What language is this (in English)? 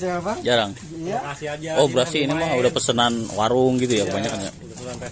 Betawi